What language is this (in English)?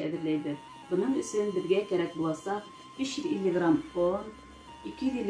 Bashkir